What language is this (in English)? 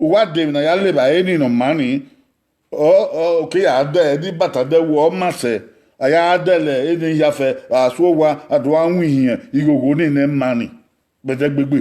Bini